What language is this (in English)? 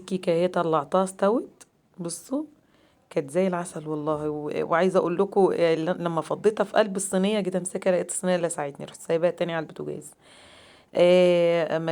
Egyptian Arabic